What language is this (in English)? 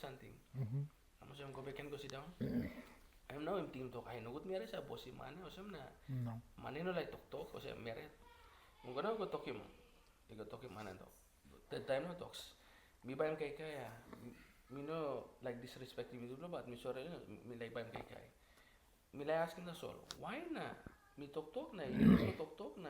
Tok Pisin